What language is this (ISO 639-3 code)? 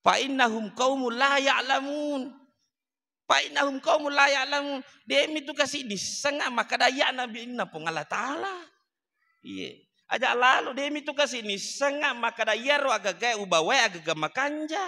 bug